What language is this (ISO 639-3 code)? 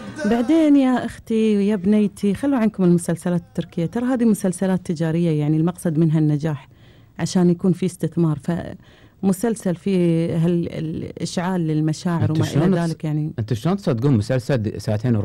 afb